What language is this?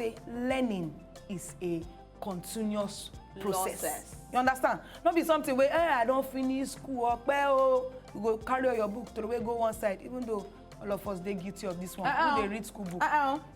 Nigerian Pidgin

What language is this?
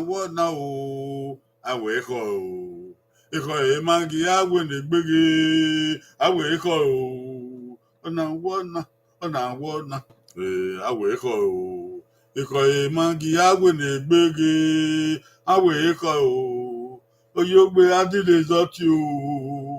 Bini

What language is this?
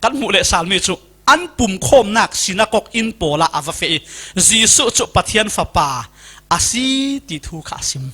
Falam Chin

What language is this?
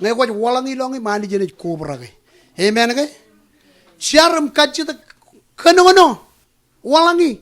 Marshallese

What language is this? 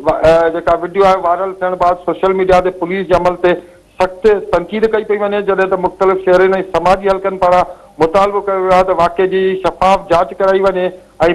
Sindhi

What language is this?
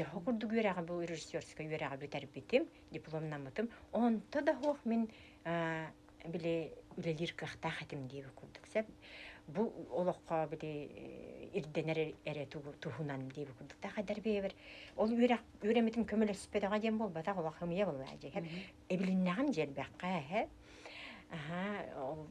Yakut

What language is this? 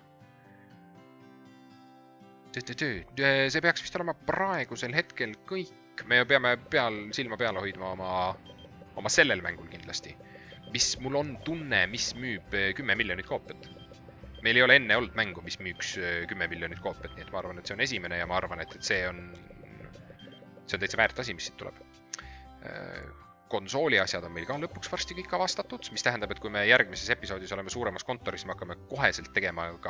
Estonian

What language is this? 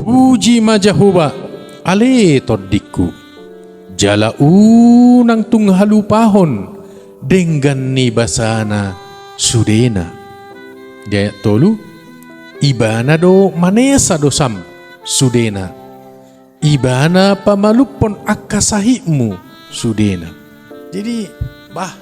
Batak Toba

